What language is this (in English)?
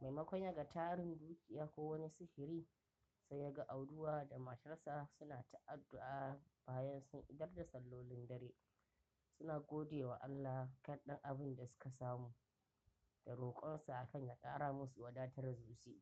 Hausa